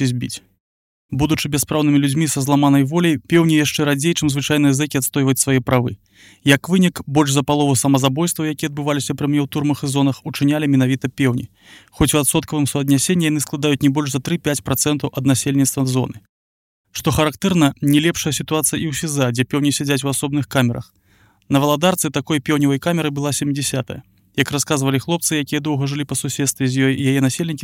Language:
Belarusian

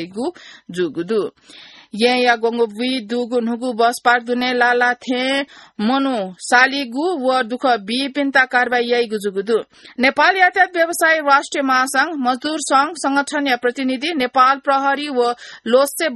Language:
Newari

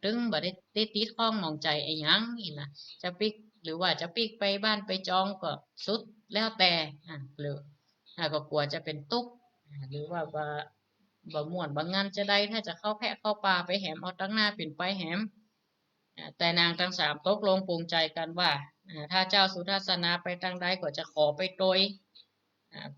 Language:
Northern Thai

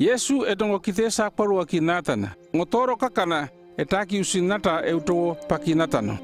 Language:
North Efate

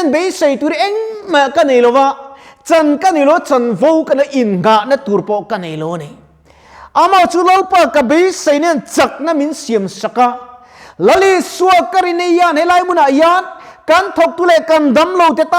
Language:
Mizo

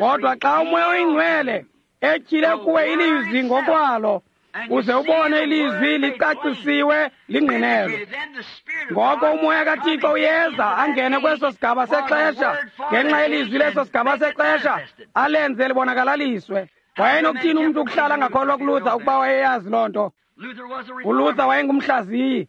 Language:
Xhosa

